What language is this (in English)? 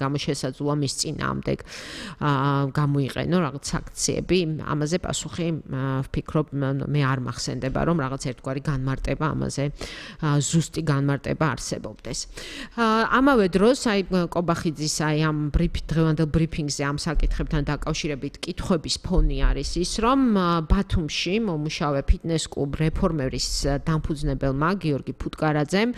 Georgian